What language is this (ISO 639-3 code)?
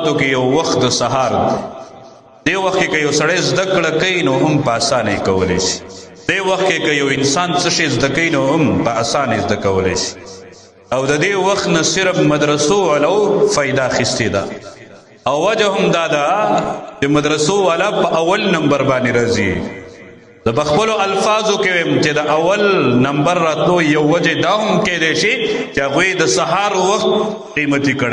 pus